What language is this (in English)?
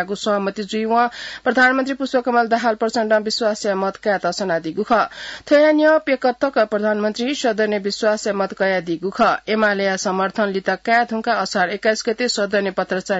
Newari